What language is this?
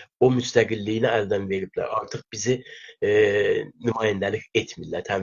South Azerbaijani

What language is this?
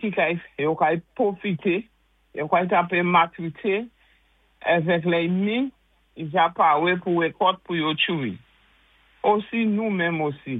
Saint Lucian Creole French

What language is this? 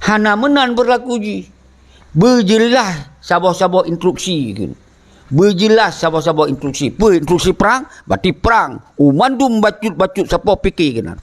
Achinese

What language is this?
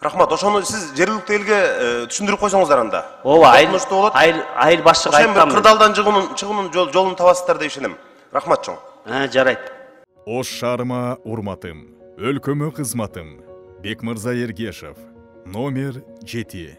Kyrgyz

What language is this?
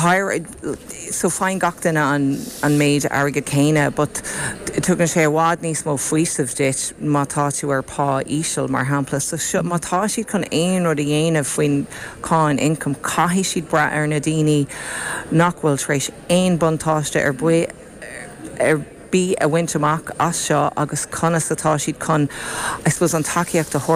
Irish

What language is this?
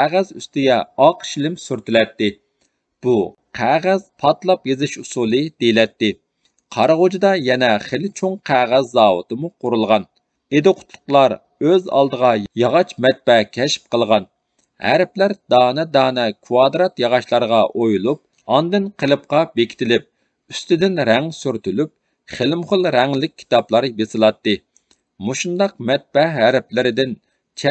Uyghur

